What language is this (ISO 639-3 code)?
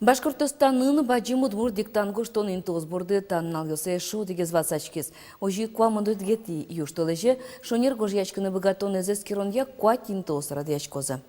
udm